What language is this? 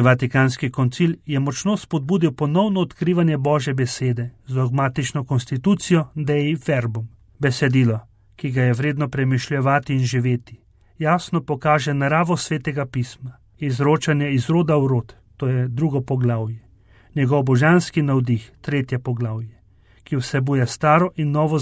Slovenian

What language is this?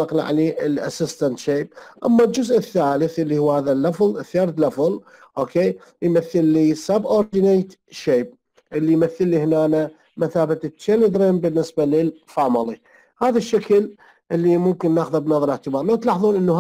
Mesopotamian Arabic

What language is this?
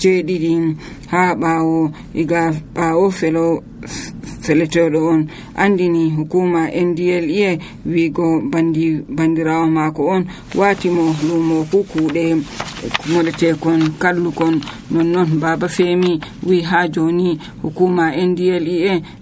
Nigerian Fulfulde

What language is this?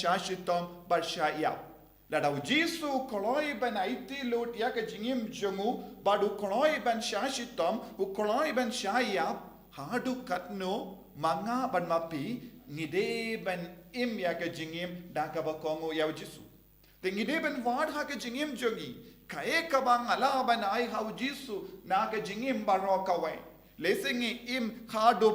Khasi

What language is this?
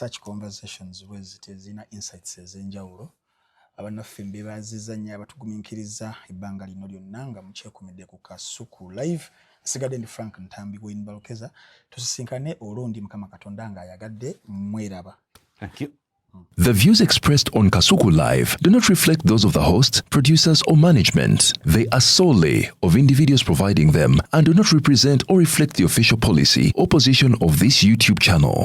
Ganda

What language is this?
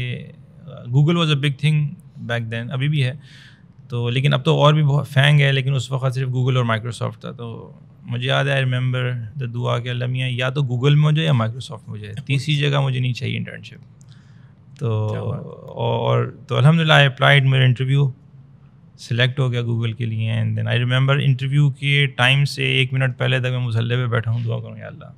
Urdu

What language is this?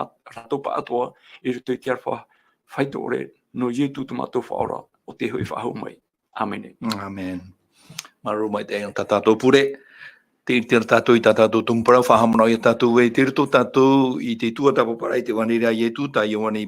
Tahitian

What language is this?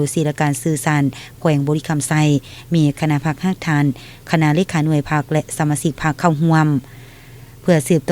Lao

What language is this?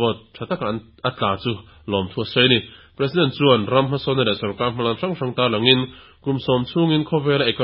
Mizo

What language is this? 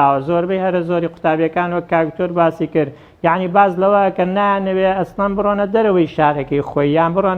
Central Kurdish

